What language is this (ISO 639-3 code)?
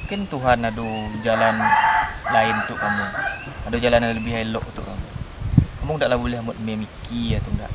min